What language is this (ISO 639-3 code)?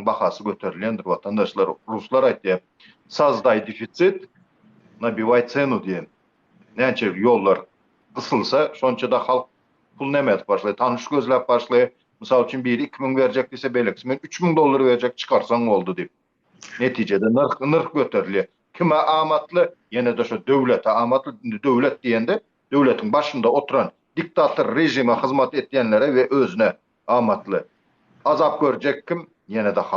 tuk